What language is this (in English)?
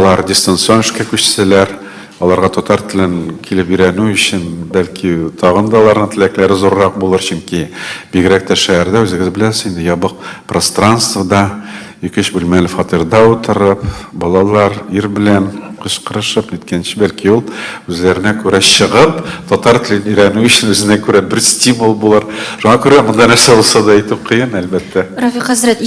Tatar